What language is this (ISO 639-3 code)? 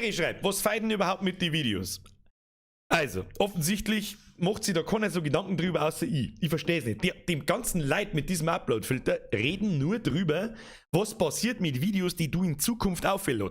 bar